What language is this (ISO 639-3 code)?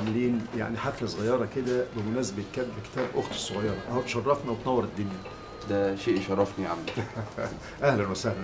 arz